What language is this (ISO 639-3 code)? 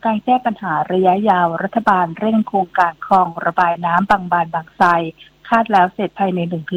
tha